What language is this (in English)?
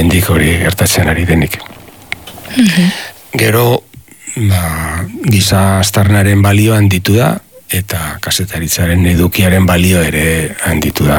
Basque